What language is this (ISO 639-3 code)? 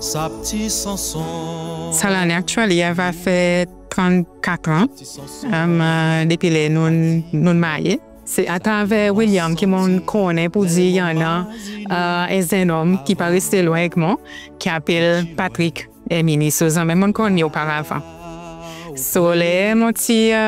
crs